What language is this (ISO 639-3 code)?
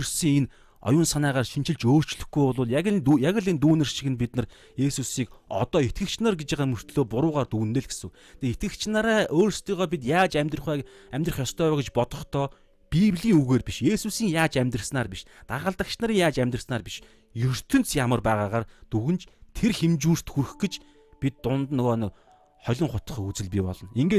mon